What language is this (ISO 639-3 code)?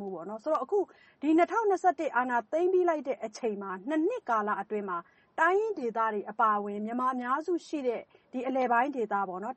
mya